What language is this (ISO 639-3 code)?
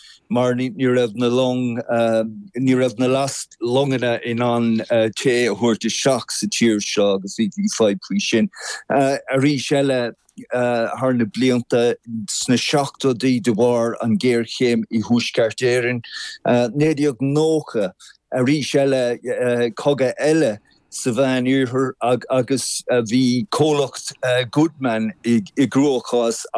gle